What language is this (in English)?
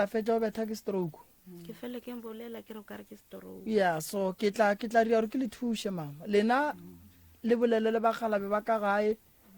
Northern Sotho